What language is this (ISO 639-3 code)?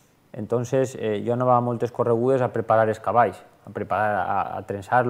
cat